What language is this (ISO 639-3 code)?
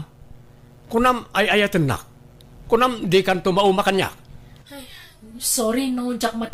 ilo